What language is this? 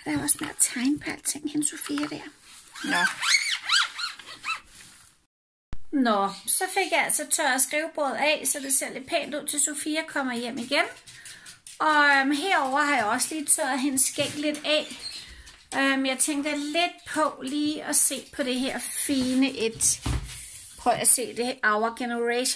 Danish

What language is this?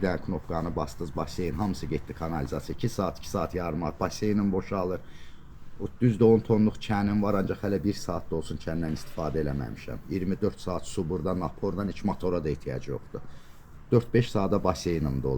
Azerbaijani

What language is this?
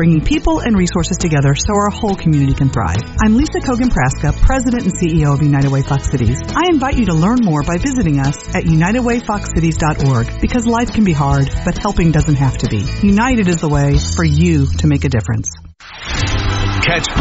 English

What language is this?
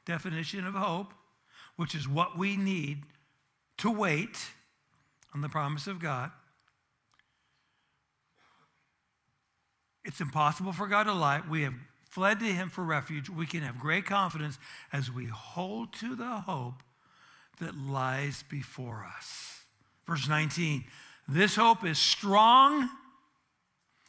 English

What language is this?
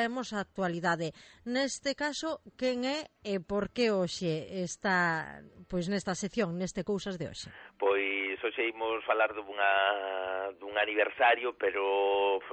Galician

